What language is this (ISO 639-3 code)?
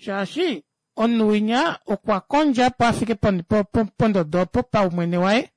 kua